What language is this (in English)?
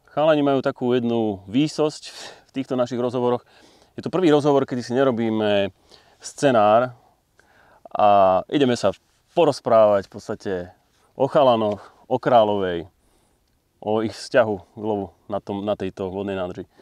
Slovak